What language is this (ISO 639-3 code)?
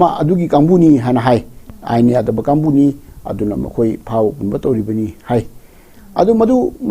mni